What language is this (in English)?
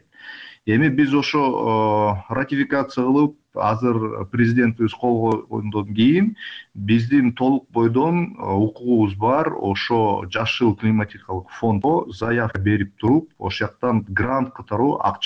Kyrgyz